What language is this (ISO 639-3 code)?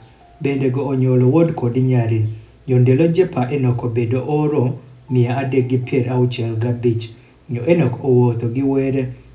adh